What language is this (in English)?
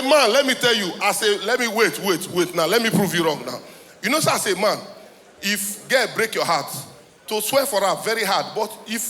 Nigerian Pidgin